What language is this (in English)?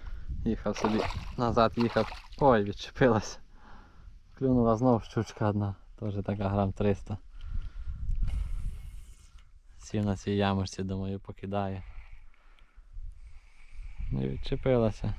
Ukrainian